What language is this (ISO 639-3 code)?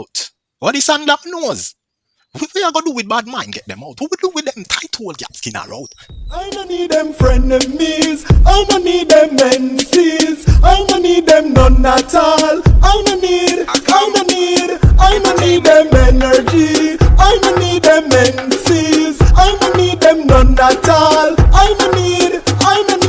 jam